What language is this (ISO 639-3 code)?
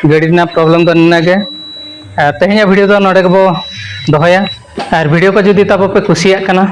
sat